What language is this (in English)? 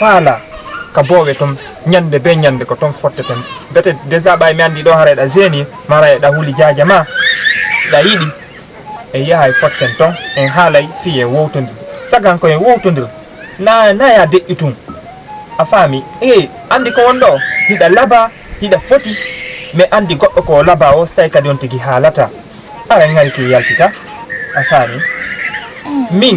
Fula